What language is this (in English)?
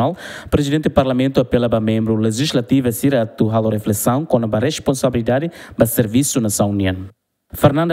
Tetum